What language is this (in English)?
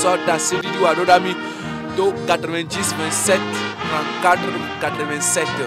Ewe